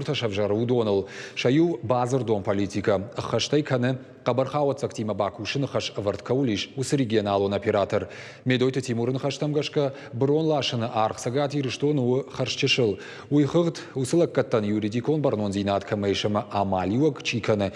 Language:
Ossetic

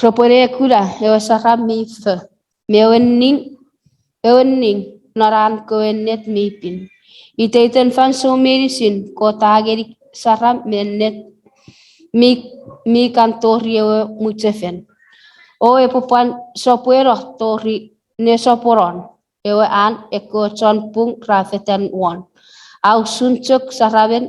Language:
Chuukese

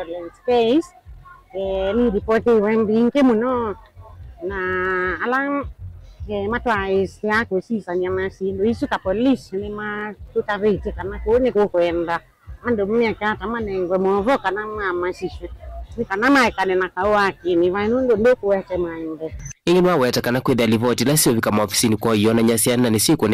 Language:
Kamba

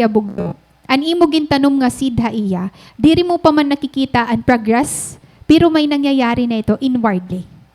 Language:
Waray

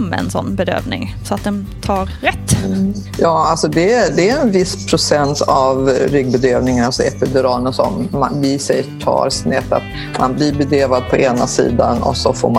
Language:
Swedish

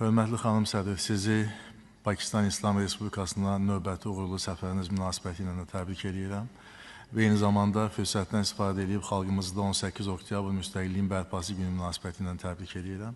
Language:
Azerbaijani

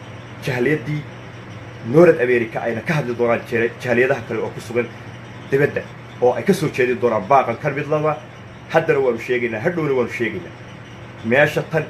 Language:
Somali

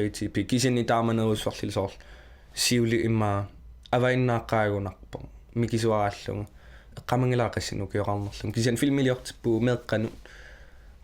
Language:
Kalaallisut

